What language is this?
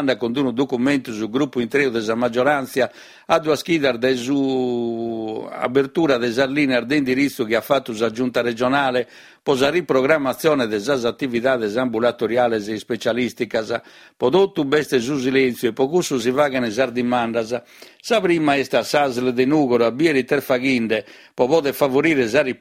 Sardinian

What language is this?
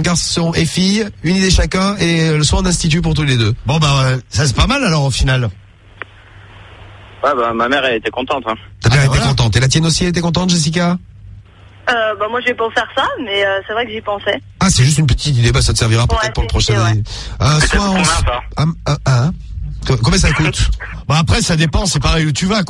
French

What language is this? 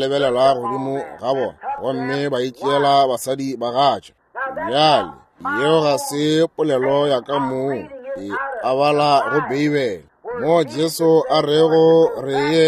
Northern Sotho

